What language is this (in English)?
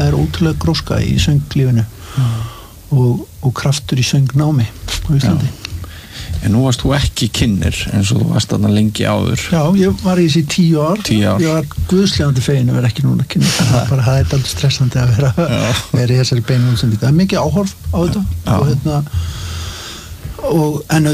Icelandic